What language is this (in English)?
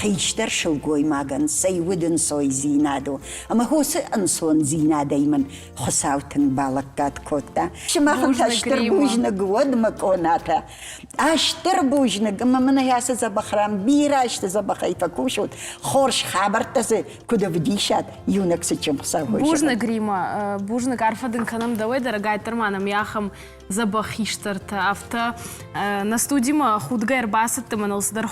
Ossetic